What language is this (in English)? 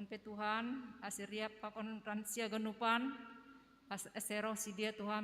Batak Simalungun